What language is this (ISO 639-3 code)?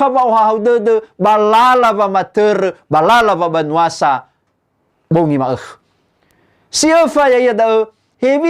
nia